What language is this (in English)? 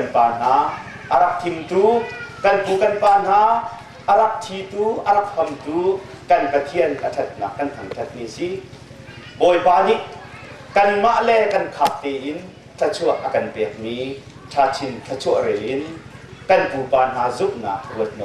Hakha Chin